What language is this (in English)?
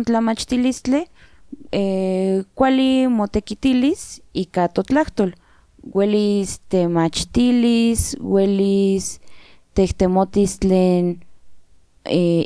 Central Nahuatl